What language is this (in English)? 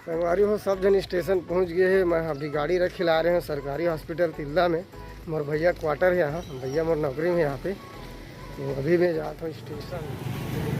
Chhattisgarhi